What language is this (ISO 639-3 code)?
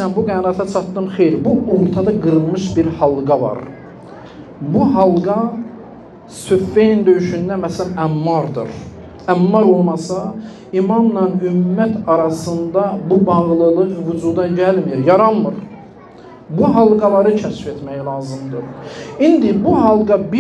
aze